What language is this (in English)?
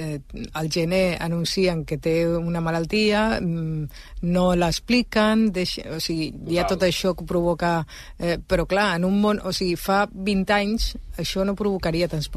Catalan